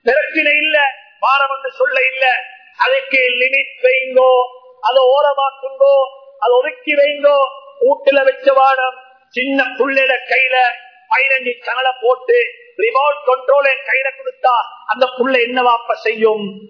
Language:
Tamil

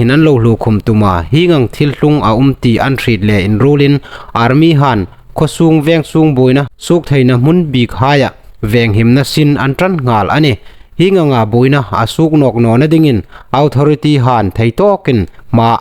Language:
Hmar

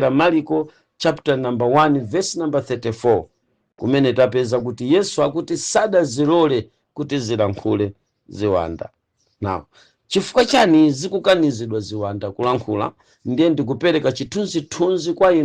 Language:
Nyanja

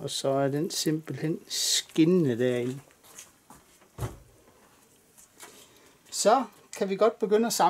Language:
Danish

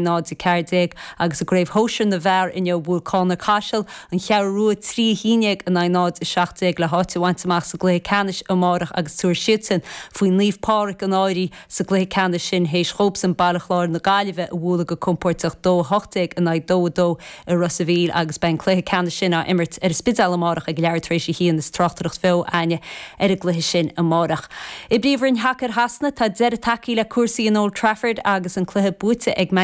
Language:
Irish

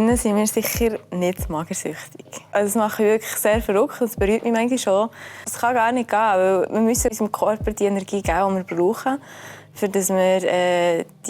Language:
Swiss German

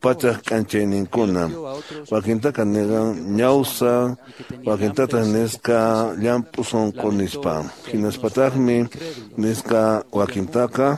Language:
Quechua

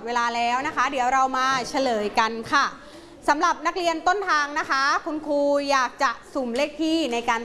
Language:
Thai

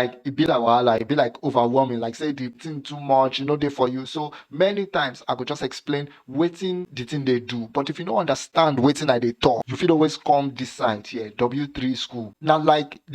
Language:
Nigerian Pidgin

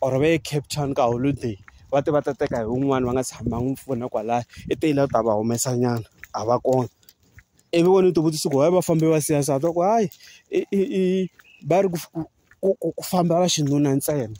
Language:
Tsonga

